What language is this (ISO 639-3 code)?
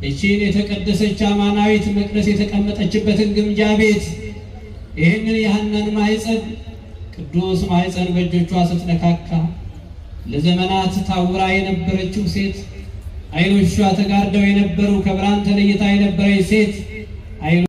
amh